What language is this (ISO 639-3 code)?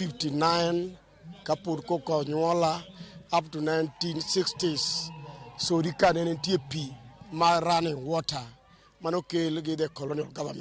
luo